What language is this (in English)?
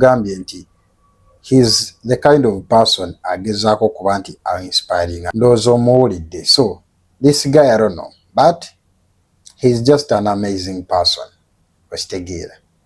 Ganda